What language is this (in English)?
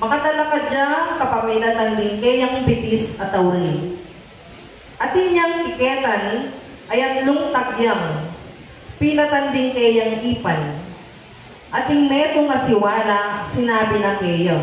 Pampanga